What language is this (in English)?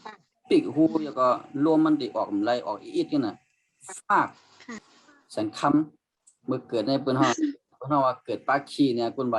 Shan